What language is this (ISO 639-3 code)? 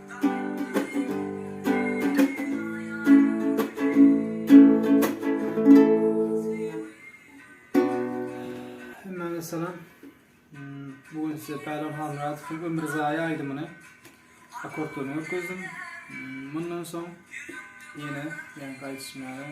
tuk